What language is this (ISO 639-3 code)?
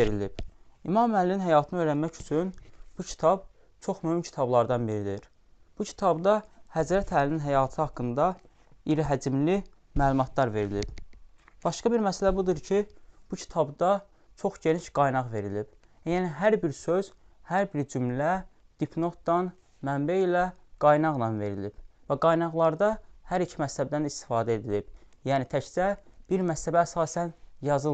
aze